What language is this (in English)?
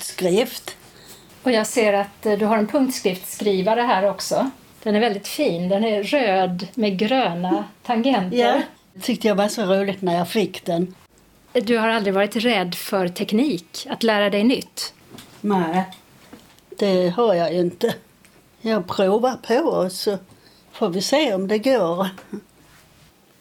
Swedish